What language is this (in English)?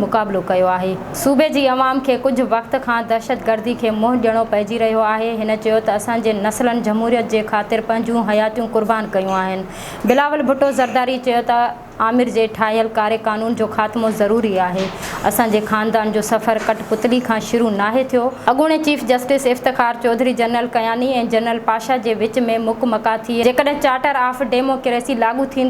Sindhi